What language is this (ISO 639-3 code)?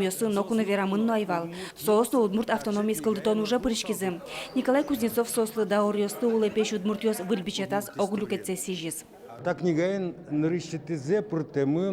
udm